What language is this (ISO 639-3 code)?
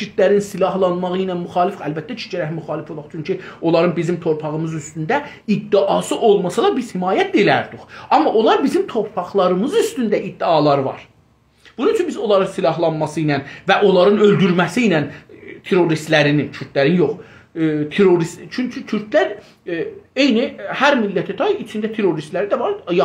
azb